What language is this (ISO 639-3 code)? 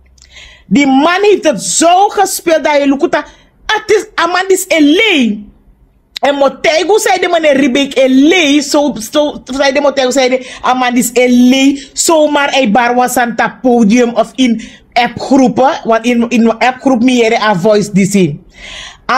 srn